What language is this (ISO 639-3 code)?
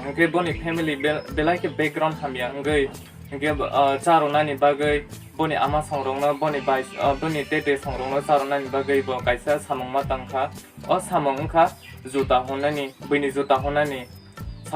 trp